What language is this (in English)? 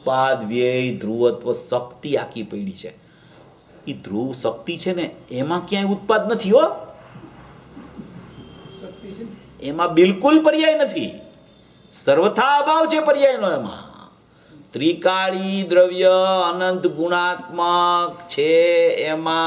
Gujarati